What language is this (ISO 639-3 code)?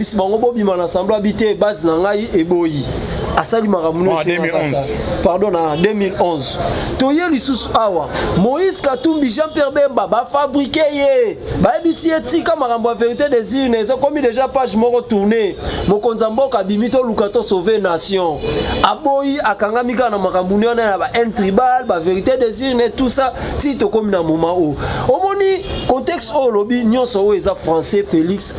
lin